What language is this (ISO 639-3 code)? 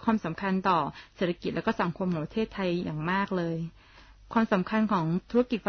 tha